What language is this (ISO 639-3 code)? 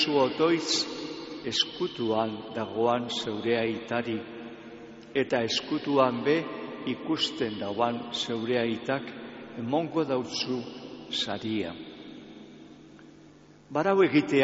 eus